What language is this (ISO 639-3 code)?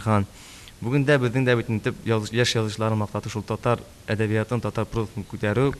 tat